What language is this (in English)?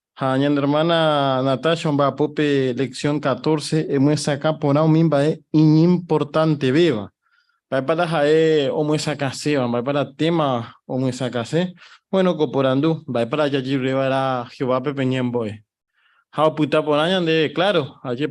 Guarani